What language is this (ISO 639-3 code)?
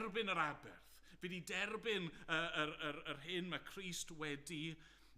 cym